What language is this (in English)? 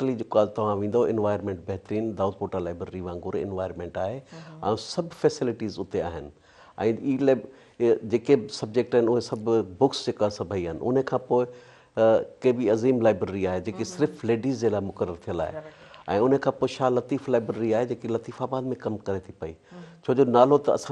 Sindhi